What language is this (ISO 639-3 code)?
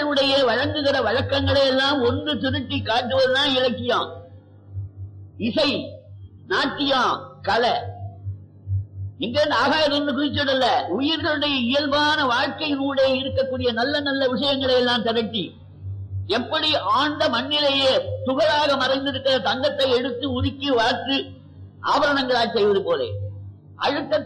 tam